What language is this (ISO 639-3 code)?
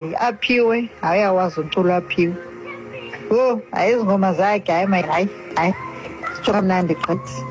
xho